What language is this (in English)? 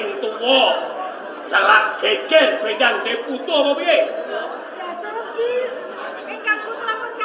Javanese